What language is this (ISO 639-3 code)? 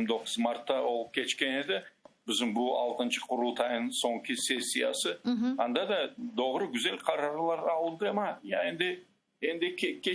crh